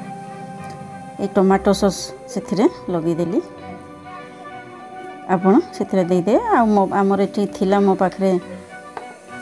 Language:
Odia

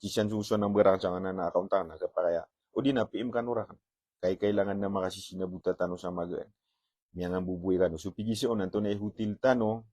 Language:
Maranao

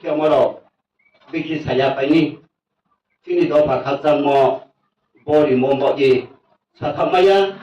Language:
Riang (India)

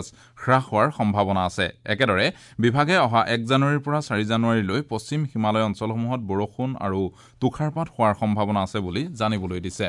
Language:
Assamese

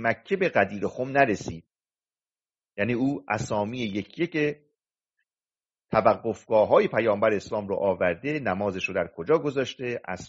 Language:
Persian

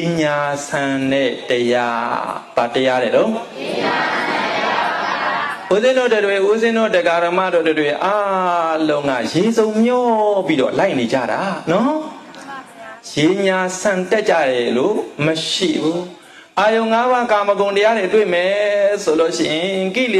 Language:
Burmese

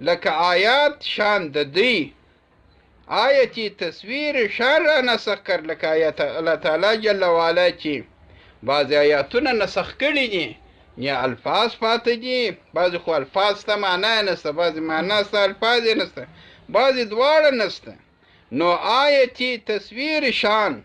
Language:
Pashto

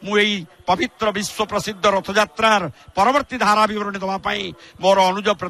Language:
Odia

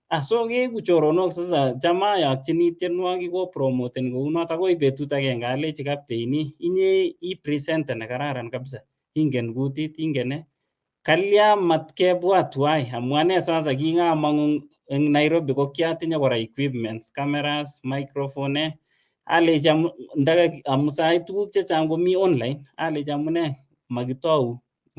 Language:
Kalenjin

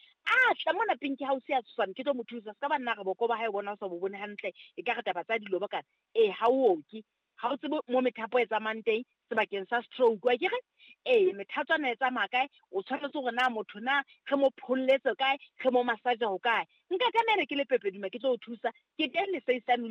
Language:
Southern Sotho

